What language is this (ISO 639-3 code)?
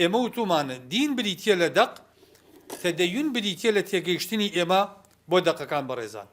ckb